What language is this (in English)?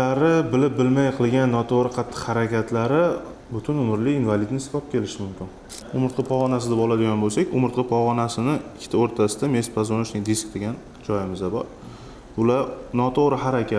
Uzbek